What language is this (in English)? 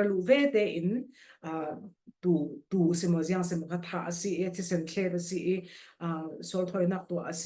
Falam Chin